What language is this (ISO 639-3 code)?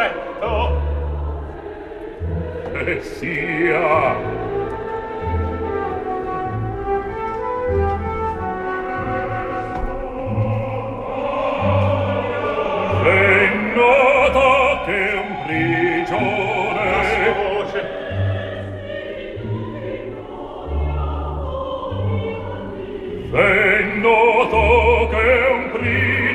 ita